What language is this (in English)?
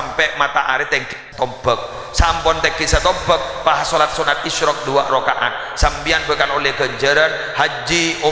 Madurese